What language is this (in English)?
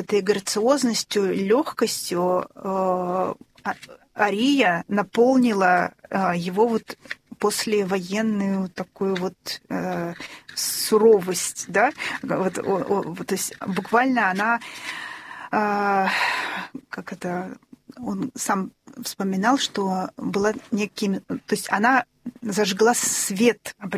Russian